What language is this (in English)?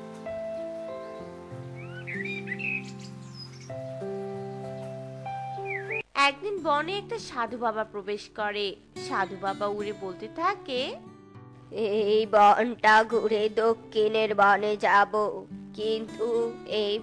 Bangla